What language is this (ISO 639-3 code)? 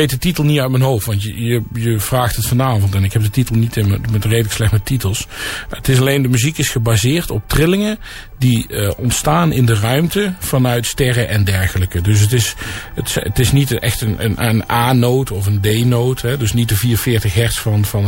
nld